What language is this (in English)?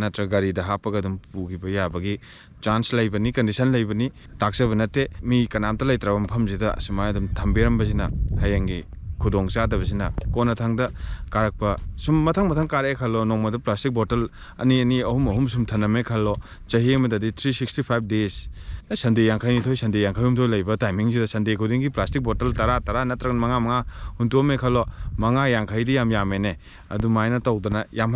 Manipuri